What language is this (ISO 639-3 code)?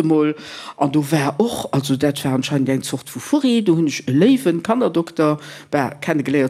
ltz